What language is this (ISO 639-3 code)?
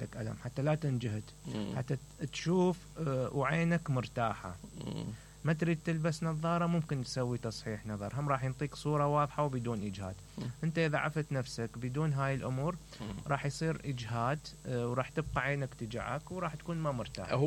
acm